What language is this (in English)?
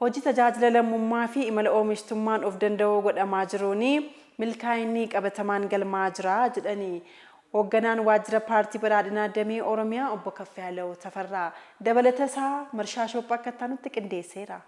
Oromo